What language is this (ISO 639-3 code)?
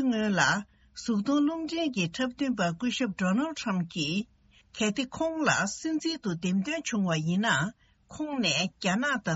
bod